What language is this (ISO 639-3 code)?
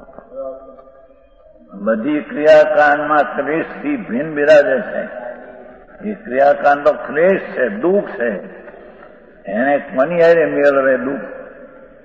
guj